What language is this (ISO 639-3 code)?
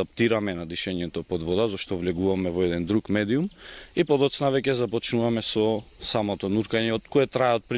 mkd